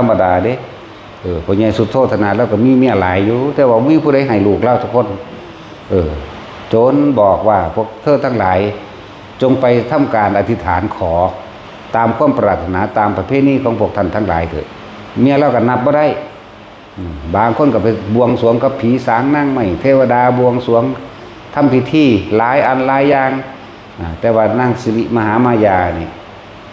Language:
Northeastern Thai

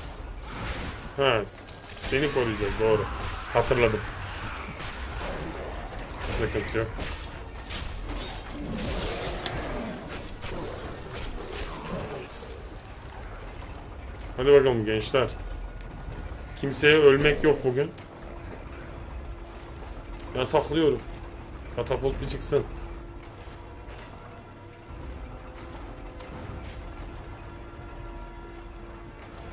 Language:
Turkish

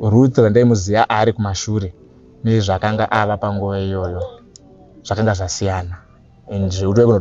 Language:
Shona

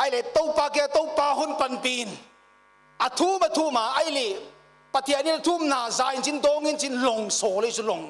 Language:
Paite Chin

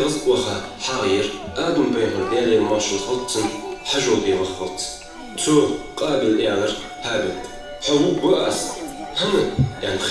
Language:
Ingush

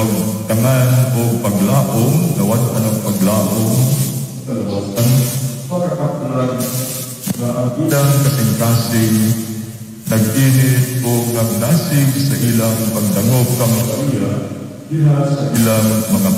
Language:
Cebuano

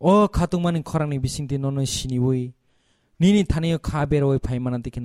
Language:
Kok Borok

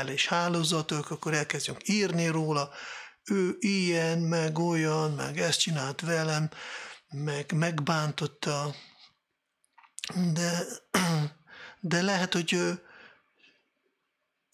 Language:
Hungarian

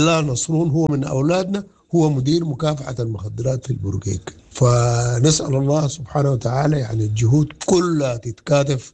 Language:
Sudanese Arabic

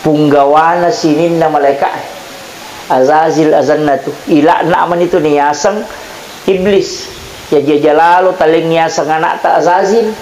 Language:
Buginese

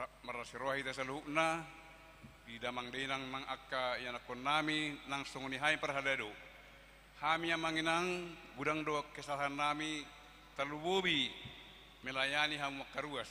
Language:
Batak Toba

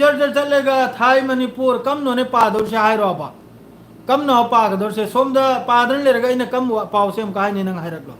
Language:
Manipuri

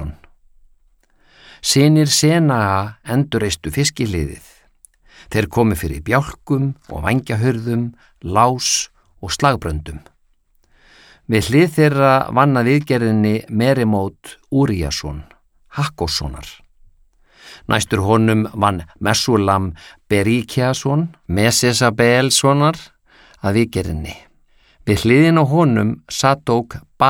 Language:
Icelandic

